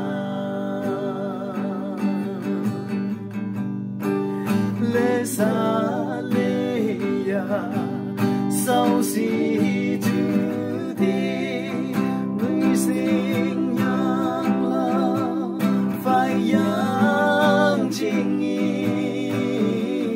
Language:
Vietnamese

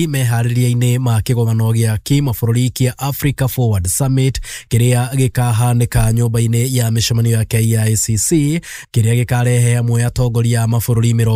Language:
Kikuyu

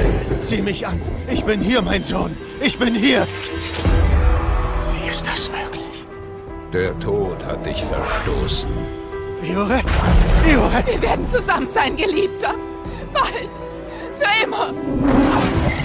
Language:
German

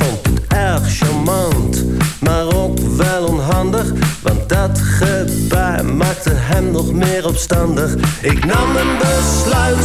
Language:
Dutch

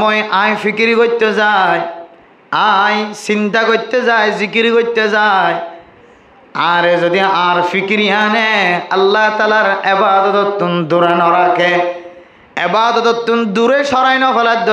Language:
Rohingya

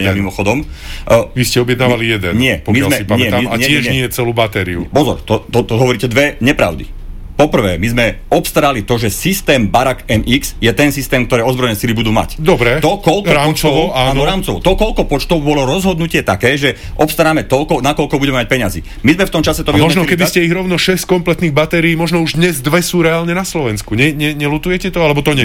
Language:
Slovak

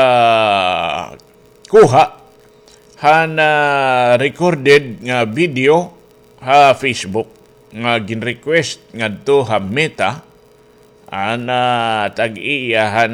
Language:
Waray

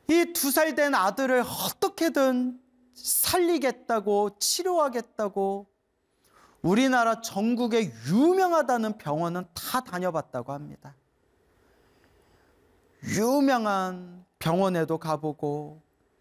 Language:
Korean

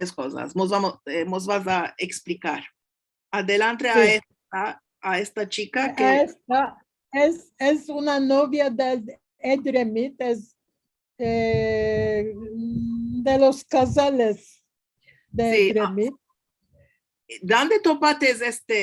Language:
Ladino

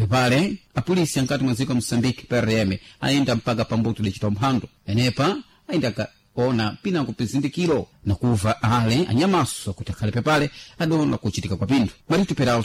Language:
Sena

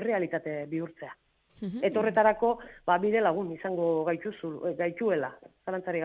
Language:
Basque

